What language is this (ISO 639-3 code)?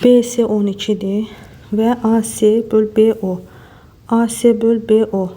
aze